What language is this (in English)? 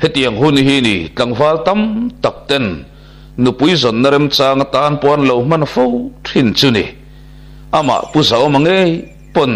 Mizo